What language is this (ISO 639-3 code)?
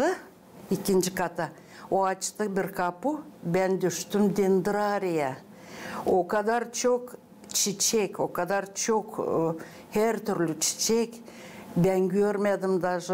gag